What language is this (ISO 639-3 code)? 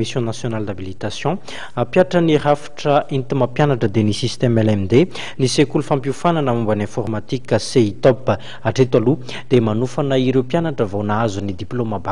mlg